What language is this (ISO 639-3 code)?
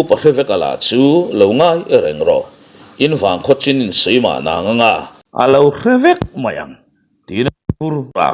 lus